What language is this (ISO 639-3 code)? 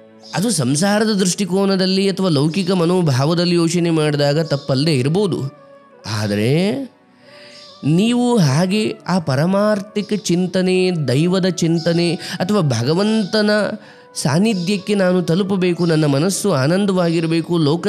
kan